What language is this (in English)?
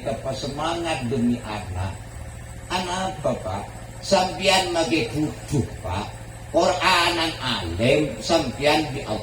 Madurese